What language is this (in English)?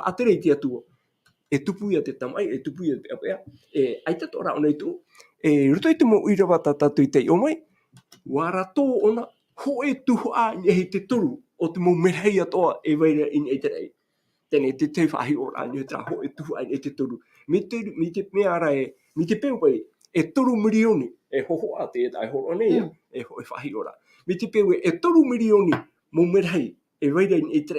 Tahitian